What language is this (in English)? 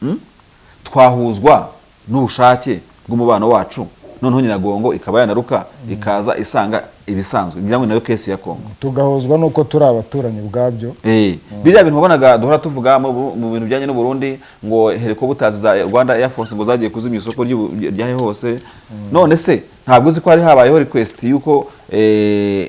Kinyarwanda